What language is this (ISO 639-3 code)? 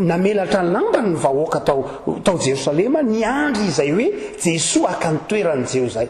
mlg